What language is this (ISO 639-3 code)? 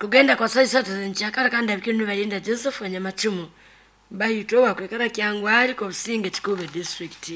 nyo